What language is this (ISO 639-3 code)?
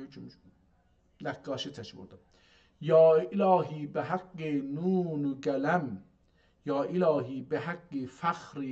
azb